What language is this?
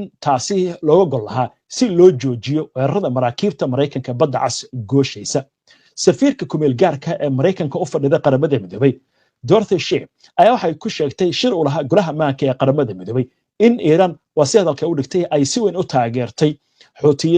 Somali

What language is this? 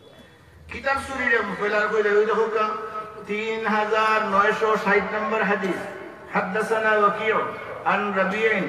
Bangla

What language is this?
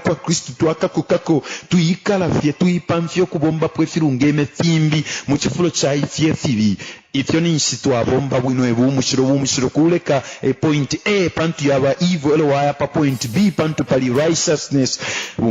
Bemba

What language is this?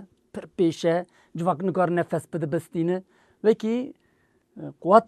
Kurdish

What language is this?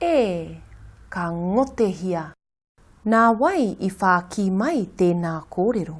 Māori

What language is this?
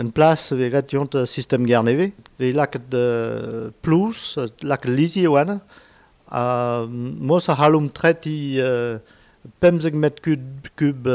Breton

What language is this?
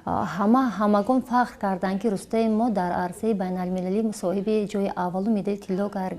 Tajik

